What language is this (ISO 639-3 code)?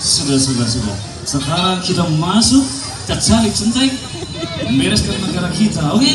bew